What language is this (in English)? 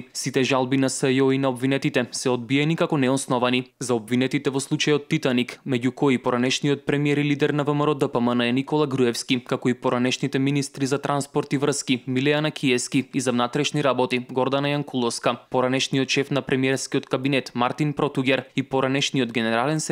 Macedonian